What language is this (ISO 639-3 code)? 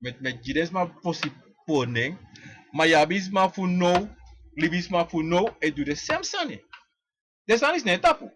srn